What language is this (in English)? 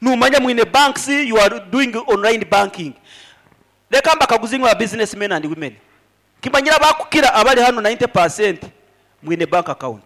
Nyankole